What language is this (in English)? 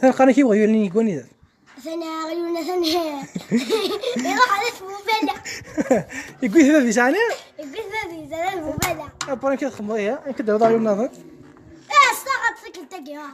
Kabyle